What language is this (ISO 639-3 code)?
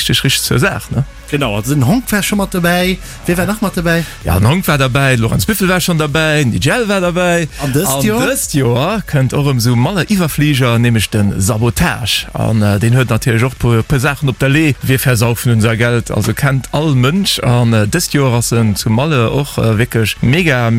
ltz